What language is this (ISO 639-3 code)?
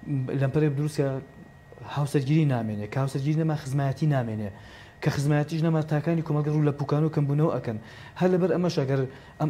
ckb